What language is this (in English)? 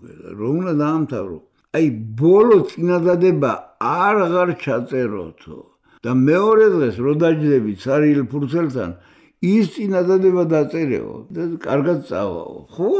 Georgian